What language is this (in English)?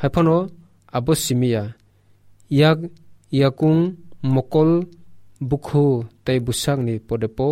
Kok Borok